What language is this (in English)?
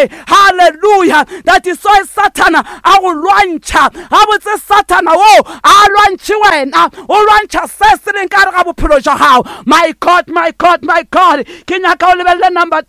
Northern Sotho